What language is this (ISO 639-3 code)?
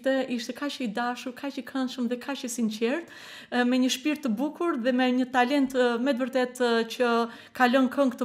sqi